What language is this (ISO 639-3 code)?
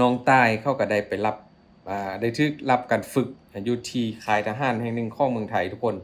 lao